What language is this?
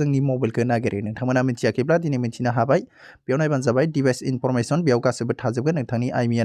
Bodo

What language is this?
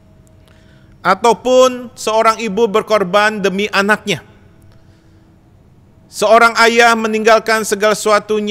Indonesian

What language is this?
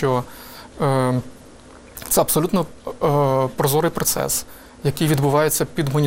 Ukrainian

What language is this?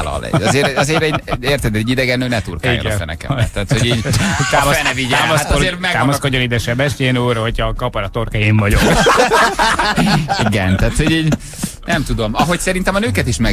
Hungarian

